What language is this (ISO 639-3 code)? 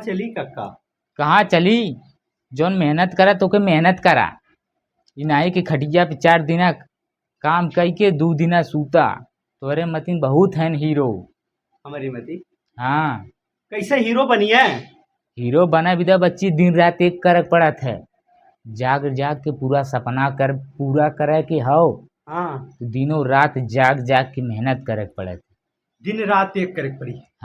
bho